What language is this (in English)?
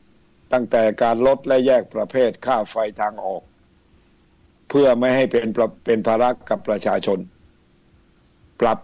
Thai